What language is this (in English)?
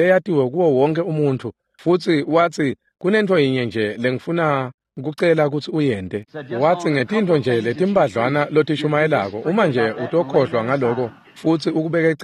Swati